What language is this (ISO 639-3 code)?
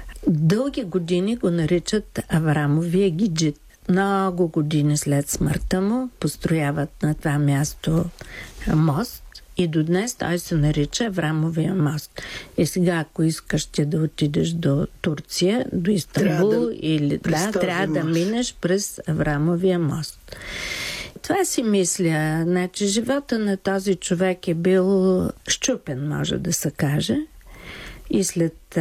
bul